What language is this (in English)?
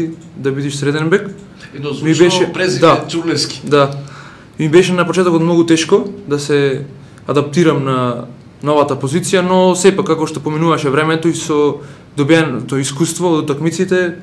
Macedonian